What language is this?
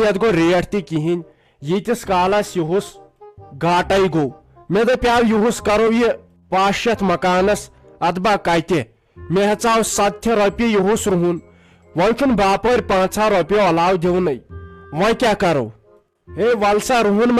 Kashmiri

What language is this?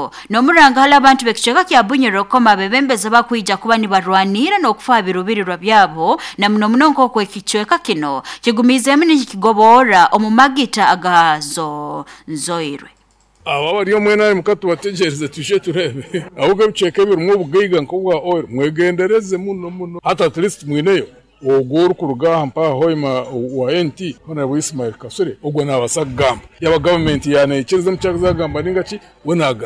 Nyoro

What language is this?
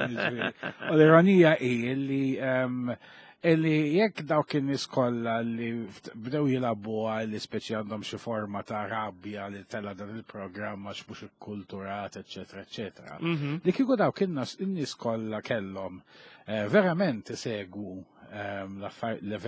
Maltese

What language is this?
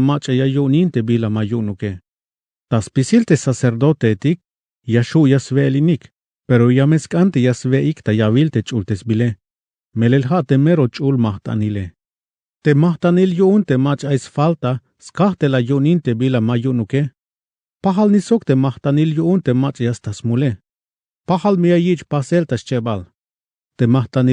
Tzeltal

